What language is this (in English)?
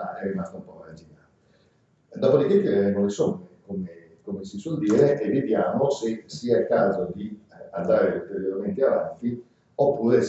Italian